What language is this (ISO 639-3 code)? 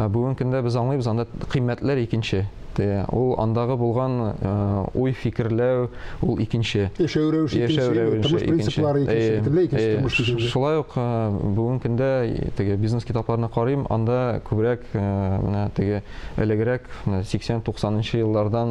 tat